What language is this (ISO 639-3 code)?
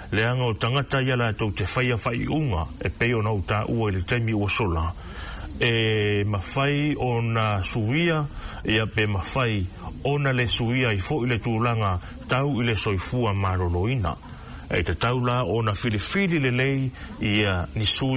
smo